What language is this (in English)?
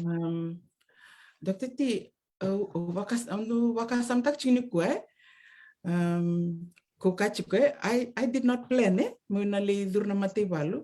Fijian